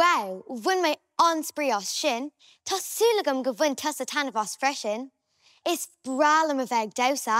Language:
Irish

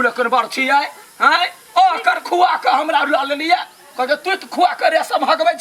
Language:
Maithili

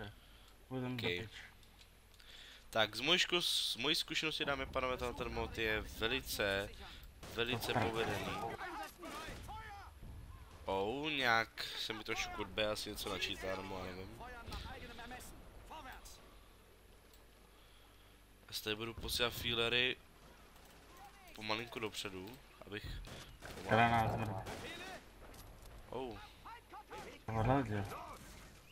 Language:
Czech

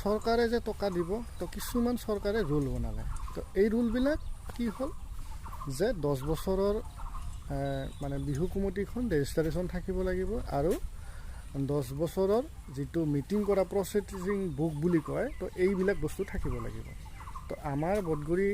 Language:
Assamese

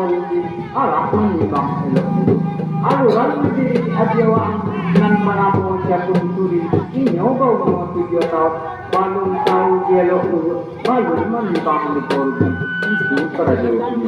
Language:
Minangkabau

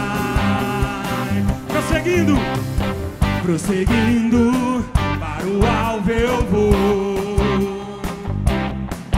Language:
Portuguese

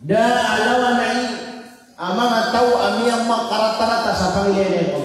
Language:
Maranao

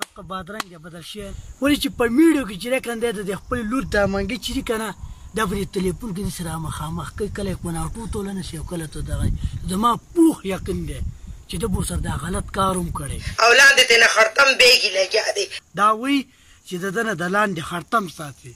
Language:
Pashto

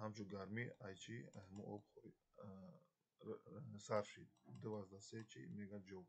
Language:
Tajik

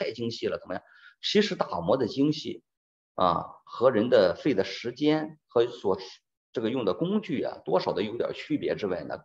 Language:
Chinese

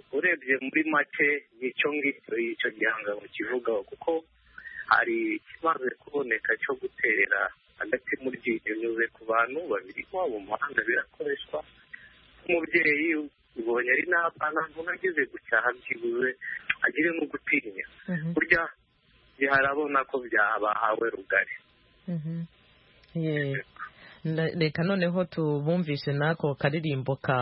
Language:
Kinyarwanda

